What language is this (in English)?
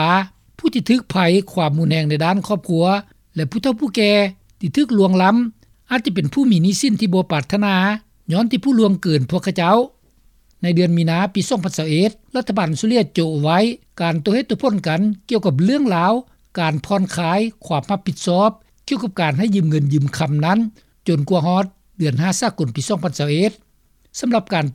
Lao